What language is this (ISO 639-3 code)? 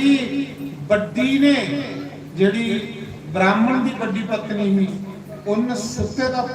doi